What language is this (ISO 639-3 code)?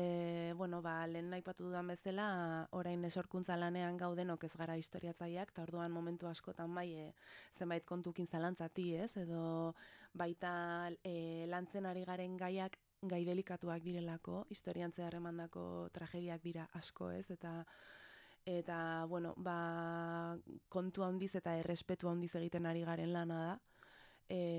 eus